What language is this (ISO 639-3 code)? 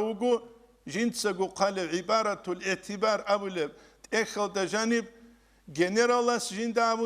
ava